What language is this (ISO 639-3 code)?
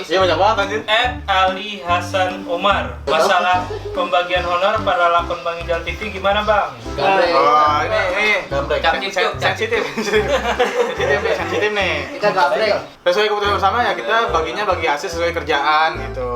bew